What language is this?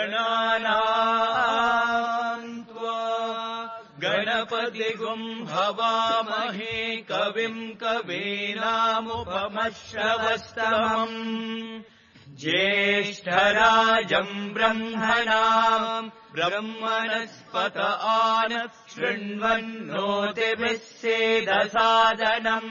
Sanskrit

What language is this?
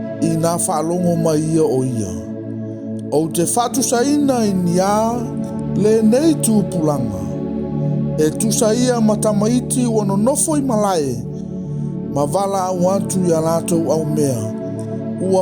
Samoan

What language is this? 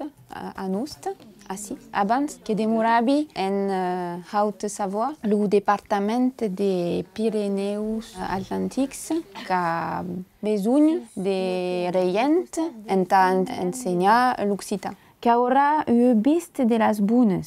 Occitan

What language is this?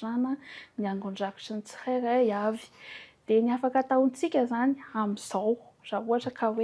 Malagasy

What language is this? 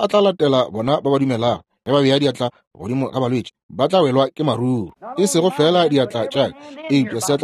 Northern Sotho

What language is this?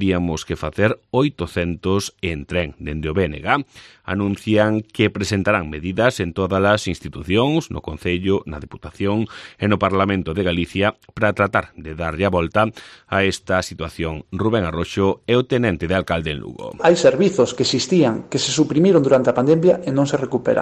Galician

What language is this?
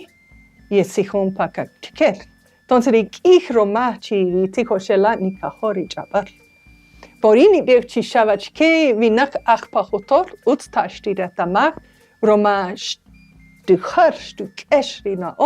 Kaqchikel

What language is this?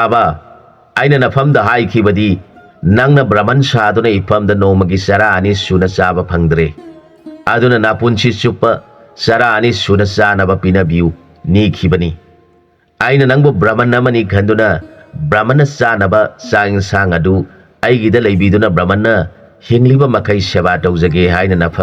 Manipuri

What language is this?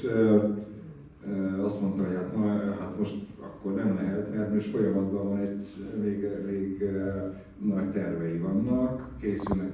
Hungarian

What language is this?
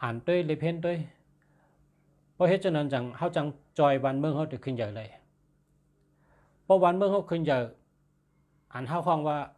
Shan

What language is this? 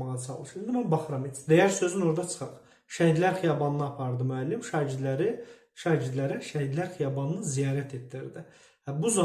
Azerbaijani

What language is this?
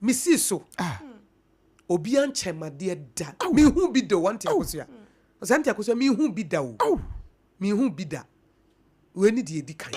Akan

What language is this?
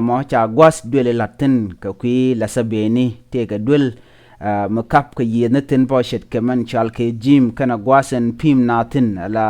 Nuer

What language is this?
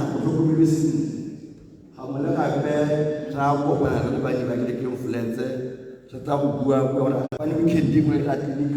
Tswana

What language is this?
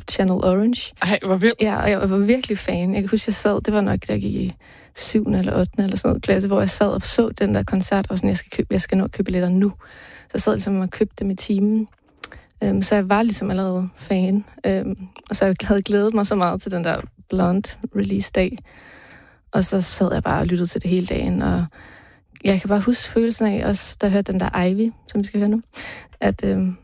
Danish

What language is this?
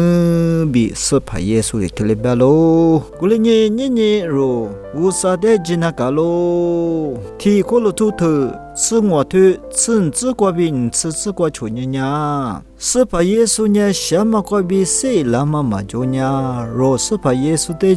Lisu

